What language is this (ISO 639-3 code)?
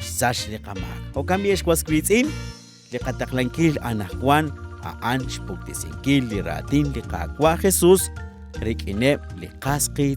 kek